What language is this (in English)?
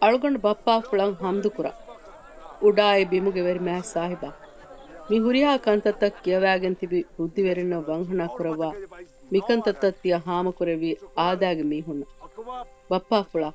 Divehi